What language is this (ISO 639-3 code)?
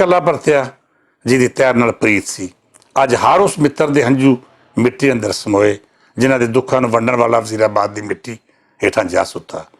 lah